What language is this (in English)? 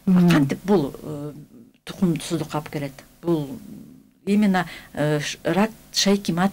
Kyrgyz